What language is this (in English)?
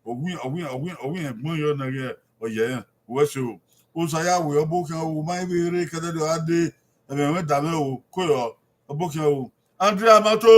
Bini